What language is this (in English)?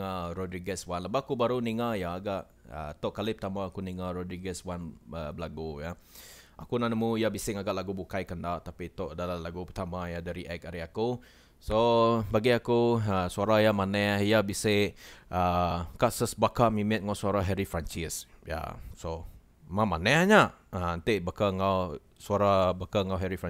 Iban